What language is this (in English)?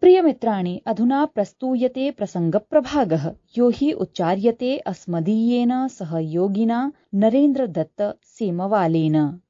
Sanskrit